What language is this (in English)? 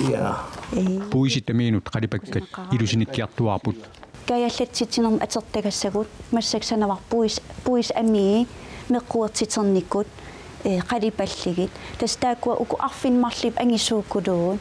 Kalaallisut